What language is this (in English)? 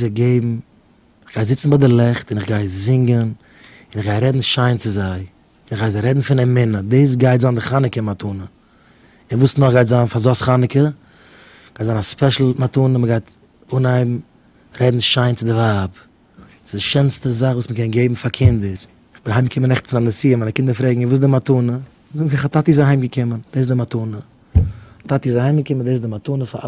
Yiddish